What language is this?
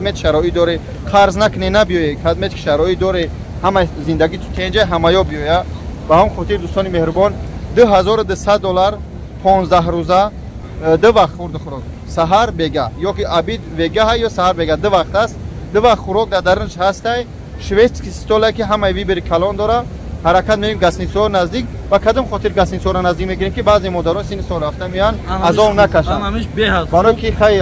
Tajik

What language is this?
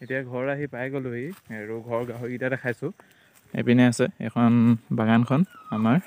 Assamese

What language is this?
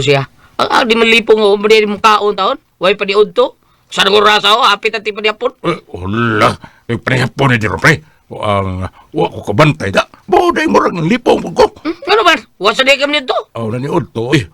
Cebuano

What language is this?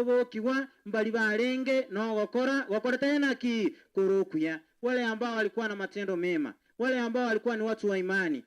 Gusii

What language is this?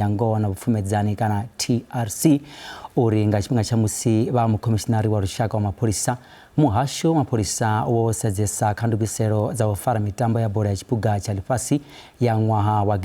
Venda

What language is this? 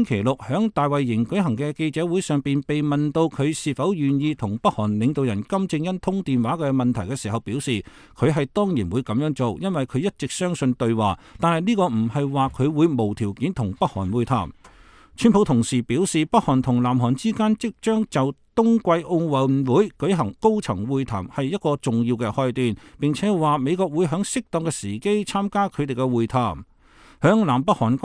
Cantonese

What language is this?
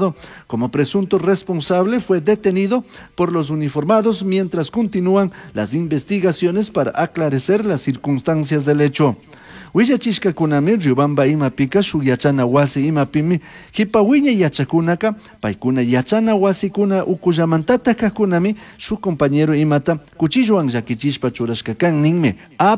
Chimborazo Highland Quichua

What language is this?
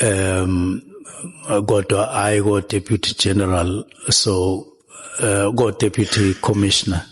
Zulu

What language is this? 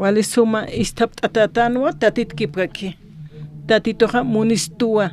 Aymara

